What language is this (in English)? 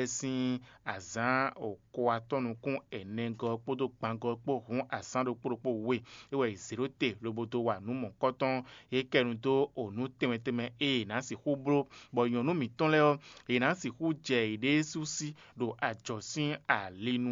Fon